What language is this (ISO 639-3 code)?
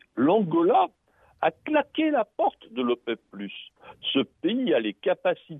fra